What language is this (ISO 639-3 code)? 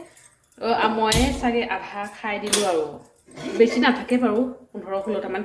asm